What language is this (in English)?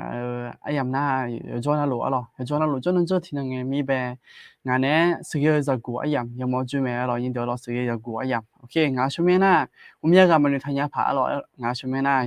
Akha